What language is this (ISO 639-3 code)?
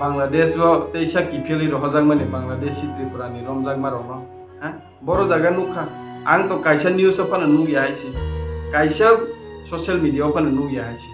trp